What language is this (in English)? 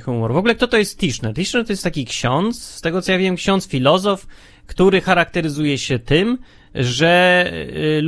Polish